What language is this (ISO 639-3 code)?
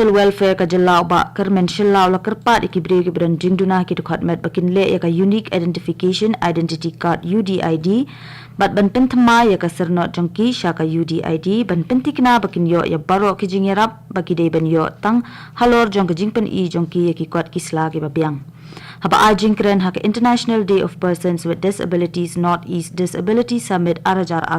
kha